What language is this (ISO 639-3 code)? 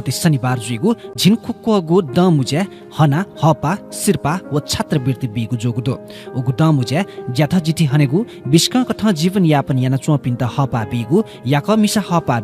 new